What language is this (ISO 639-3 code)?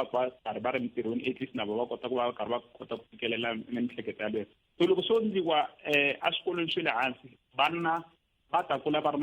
tso